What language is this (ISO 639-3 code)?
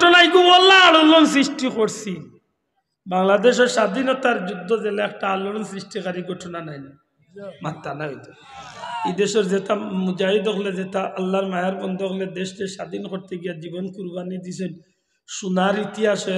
syl